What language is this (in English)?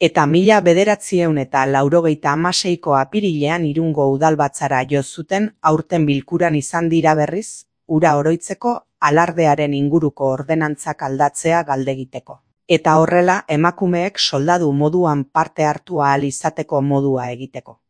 Basque